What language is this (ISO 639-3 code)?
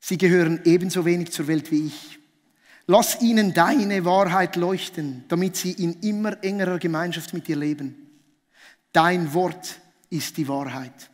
gsw